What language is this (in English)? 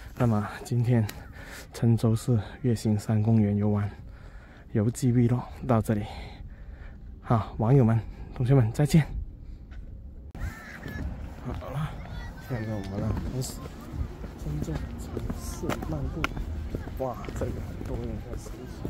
Chinese